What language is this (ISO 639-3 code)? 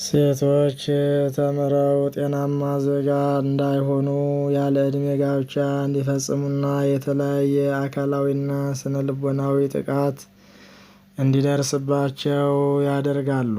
amh